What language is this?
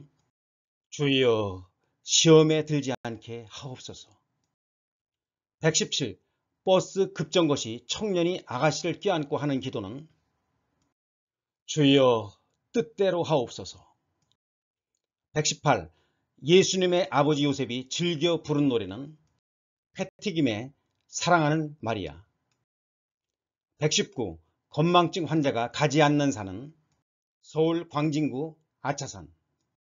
Korean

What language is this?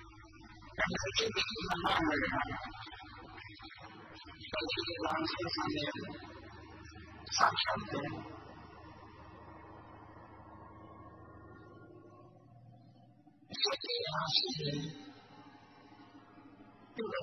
Burmese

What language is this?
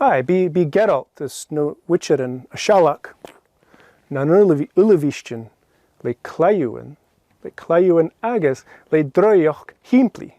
Scottish Gaelic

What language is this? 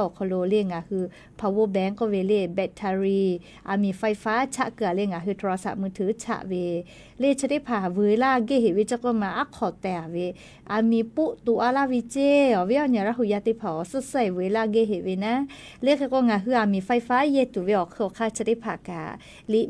Lahu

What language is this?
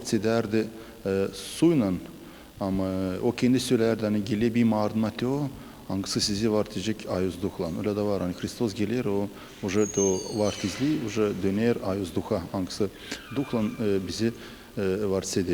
Gagauz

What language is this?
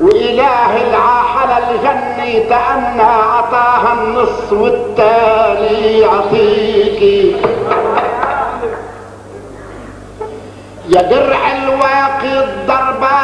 North Levantine Arabic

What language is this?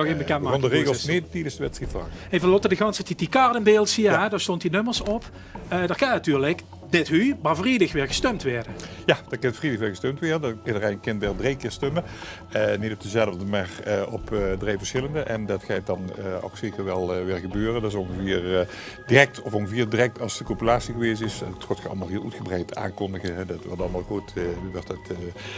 Limburgish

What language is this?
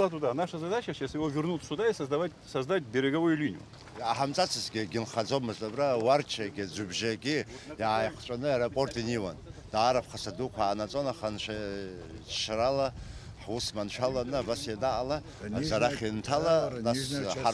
Abkhazian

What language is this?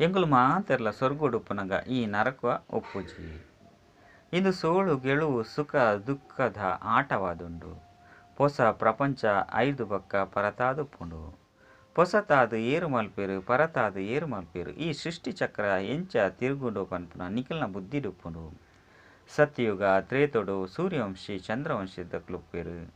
Tulu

